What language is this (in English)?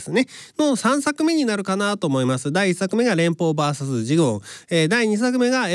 Japanese